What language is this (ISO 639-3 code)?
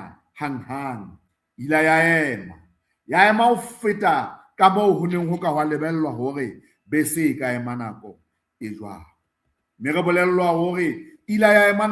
sot